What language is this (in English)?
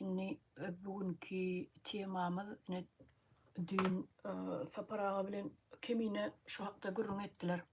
Turkmen